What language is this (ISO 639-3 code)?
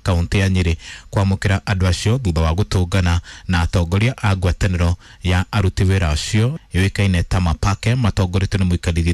kik